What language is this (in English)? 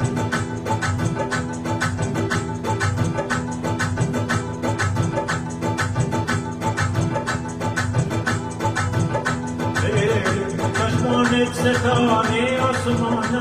Persian